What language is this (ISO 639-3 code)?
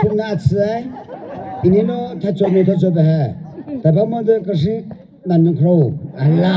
nmf